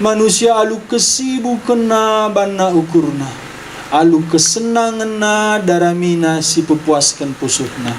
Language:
Batak Karo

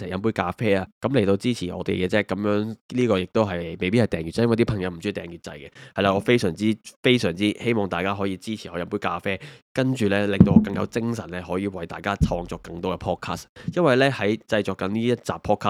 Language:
Cantonese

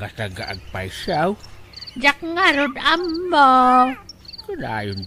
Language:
Iloko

